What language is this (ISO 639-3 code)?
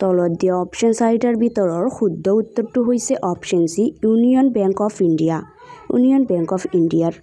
asm